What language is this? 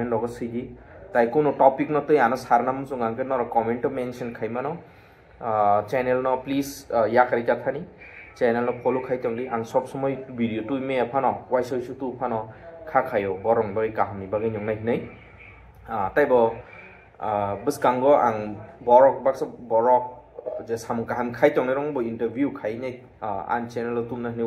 Kok Borok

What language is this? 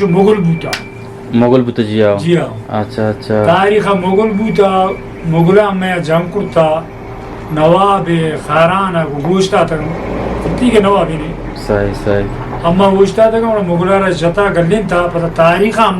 Eastern Balochi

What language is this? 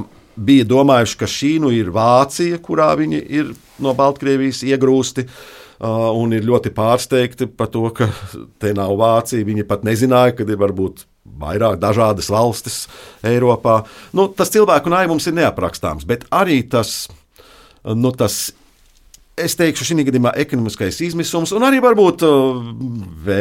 Latvian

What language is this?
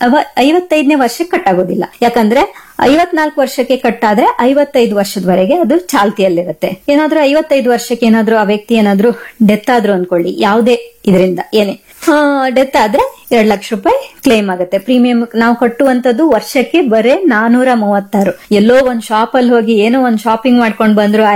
Kannada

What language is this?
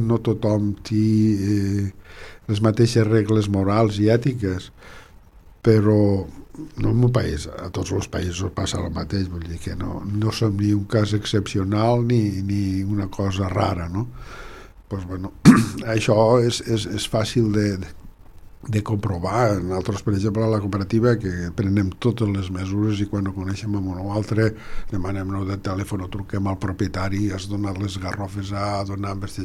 Catalan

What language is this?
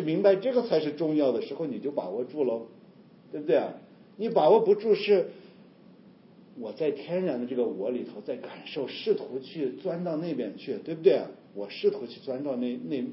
Chinese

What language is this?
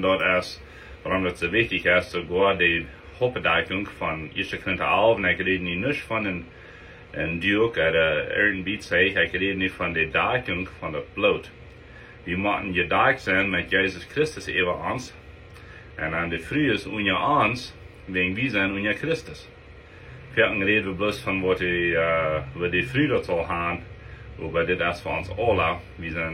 Plautdietsch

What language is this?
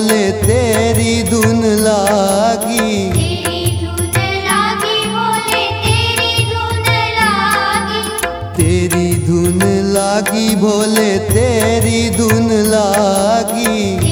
Hindi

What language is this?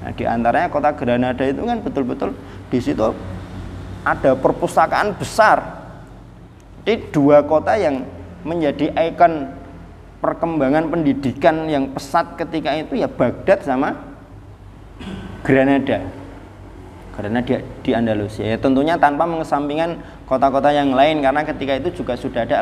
Indonesian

